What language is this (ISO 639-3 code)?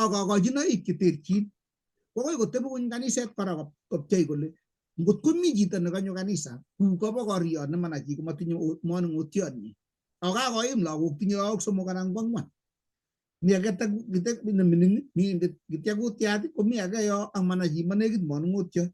kln